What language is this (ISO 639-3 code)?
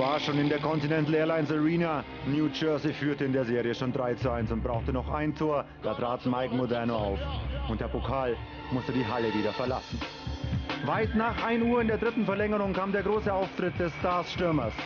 deu